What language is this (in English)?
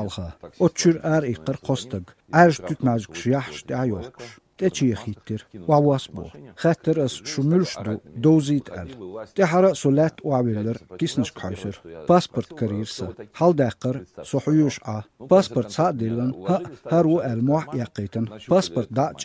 Chechen